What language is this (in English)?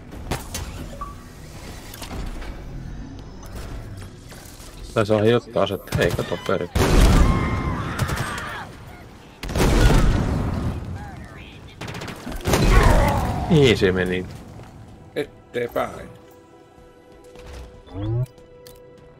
Finnish